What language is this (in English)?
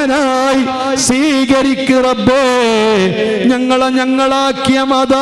Malayalam